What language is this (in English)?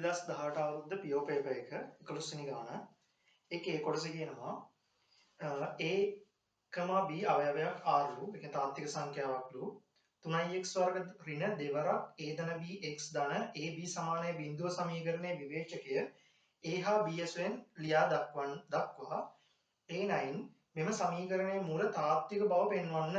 Sinhala